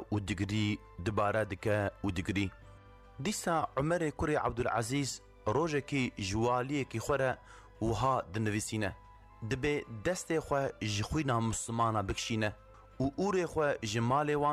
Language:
Kurdish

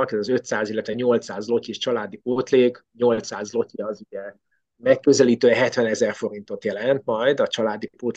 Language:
Hungarian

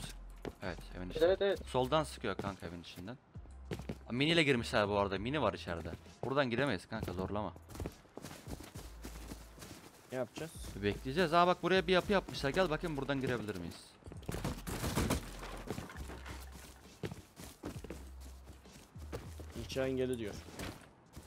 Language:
Turkish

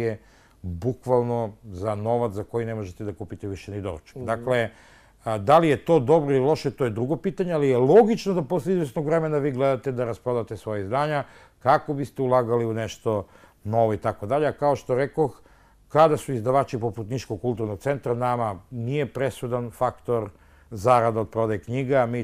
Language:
Serbian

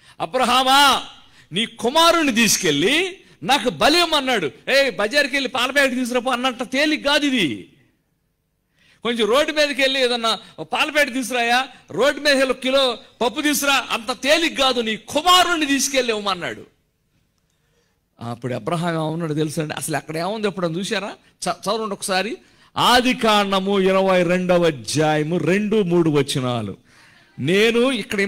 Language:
Telugu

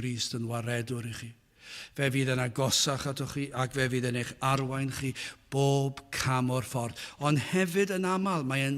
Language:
Welsh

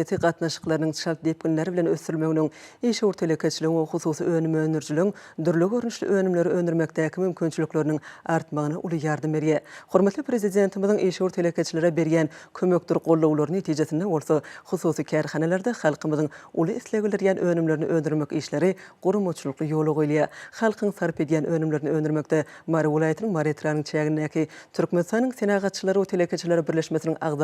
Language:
Turkmen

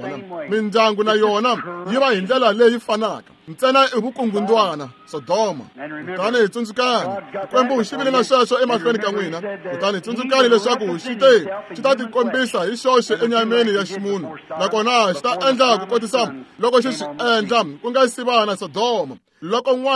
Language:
Tsonga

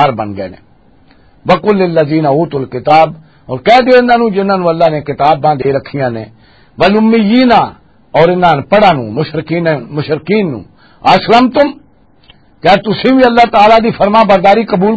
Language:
Western Panjabi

